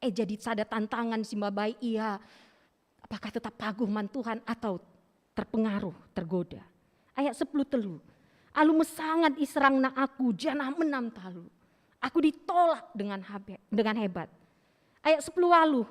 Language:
Batak Karo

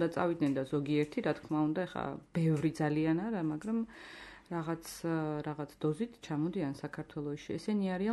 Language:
Georgian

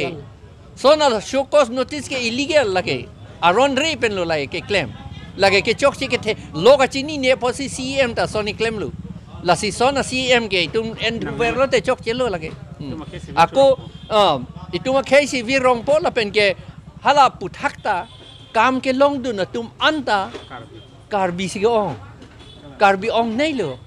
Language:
Karbi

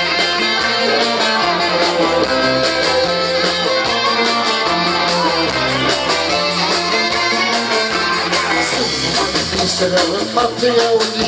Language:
Swedish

